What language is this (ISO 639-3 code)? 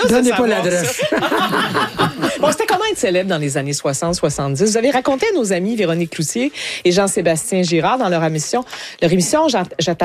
fra